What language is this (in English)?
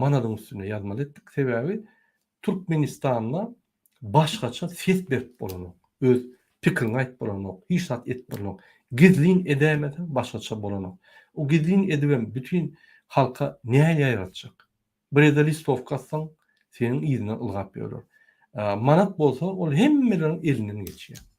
Turkmen